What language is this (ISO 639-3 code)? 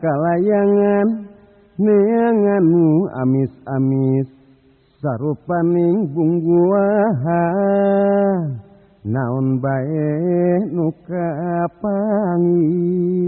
sun